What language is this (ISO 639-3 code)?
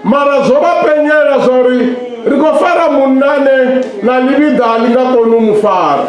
ven